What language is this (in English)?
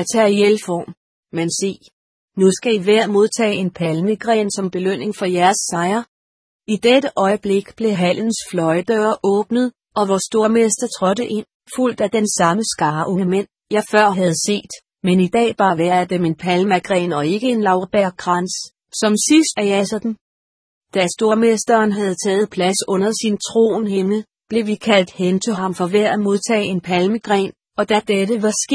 Danish